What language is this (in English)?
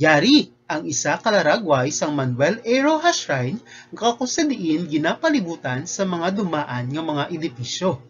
Hiligaynon